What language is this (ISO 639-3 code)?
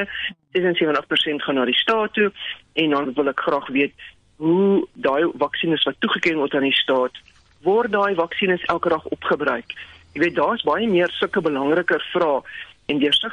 afr